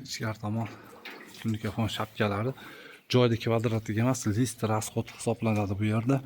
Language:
Uzbek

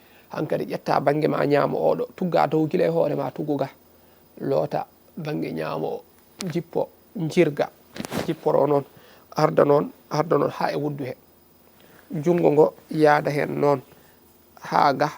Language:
Fula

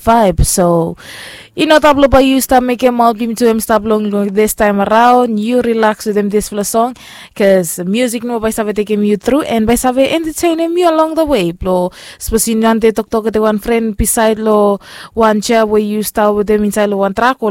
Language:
Bislama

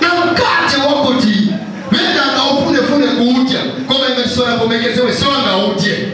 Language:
Nyanja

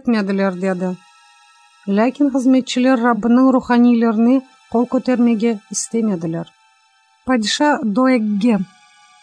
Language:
Crimean Tatar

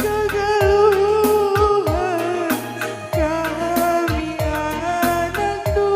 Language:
Batak Karo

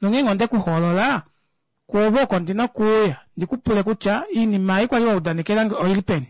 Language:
Kuanyama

